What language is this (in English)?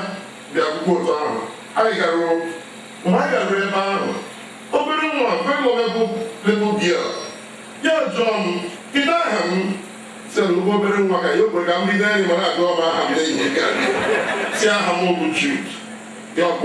Igbo